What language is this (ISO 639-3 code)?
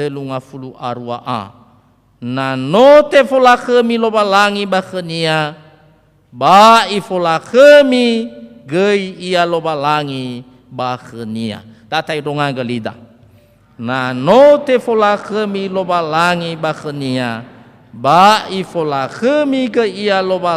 nia